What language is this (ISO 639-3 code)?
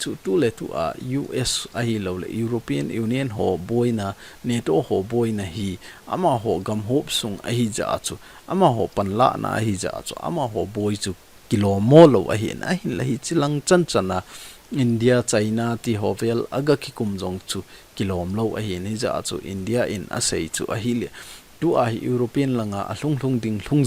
tcz